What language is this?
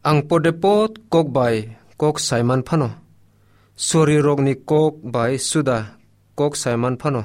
Kok Borok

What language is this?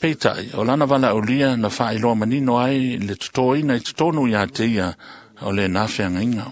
Samoan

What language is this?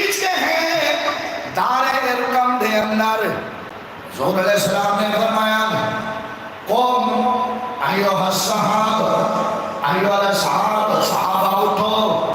Saraiki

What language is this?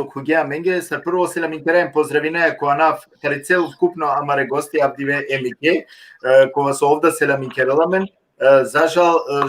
Balkan Romani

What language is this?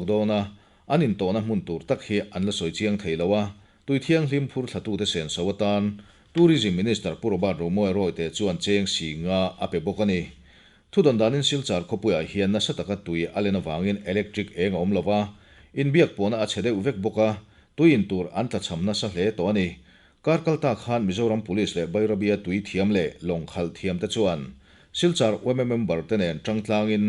Mizo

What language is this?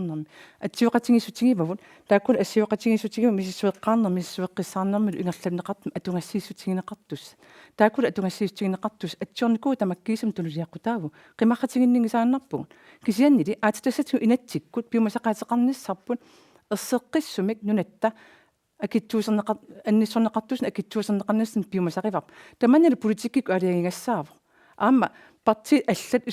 Kalaallisut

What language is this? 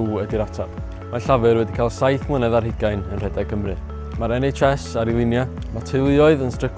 Welsh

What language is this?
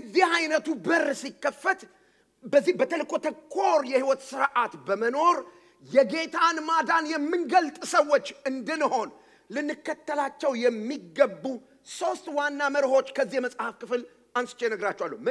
Amharic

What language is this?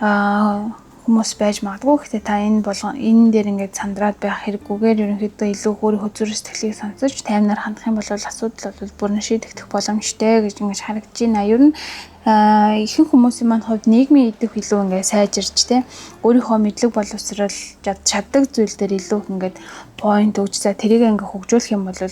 Mongolian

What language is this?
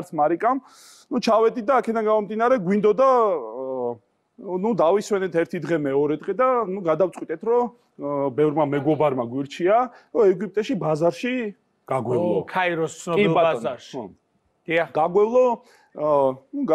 Georgian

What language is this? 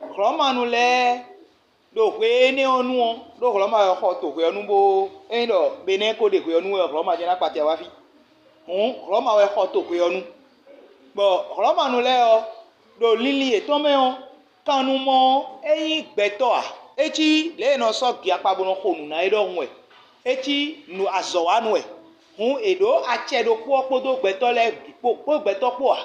Fon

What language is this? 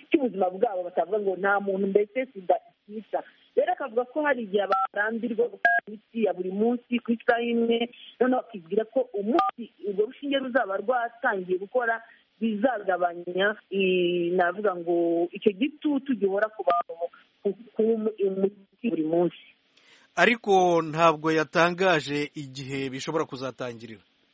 Kinyarwanda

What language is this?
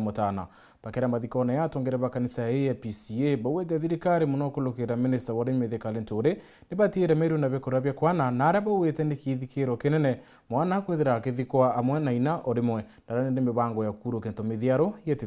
Meru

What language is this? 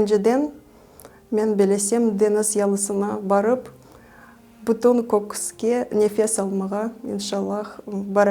Crimean Tatar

